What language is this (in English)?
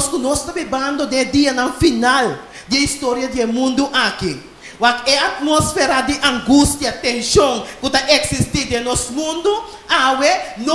Papiamento